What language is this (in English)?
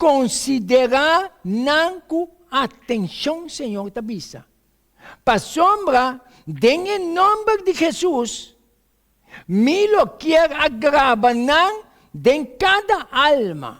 Papiamento